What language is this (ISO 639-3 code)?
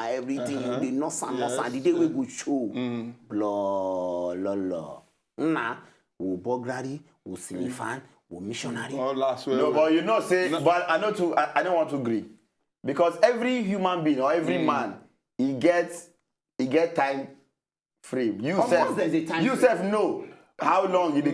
pcm